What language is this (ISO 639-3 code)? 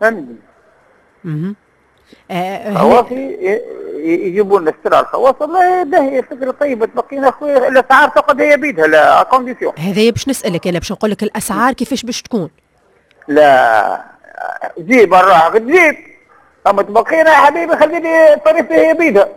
aeb